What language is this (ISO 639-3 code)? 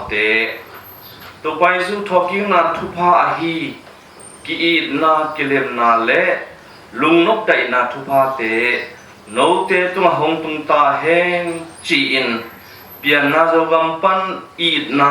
ctd